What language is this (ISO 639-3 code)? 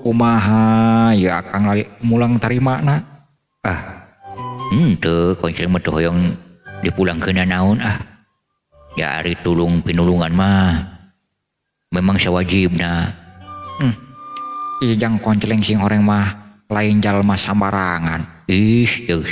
sun